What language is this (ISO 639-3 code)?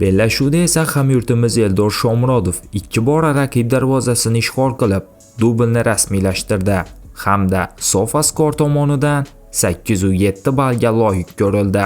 uzb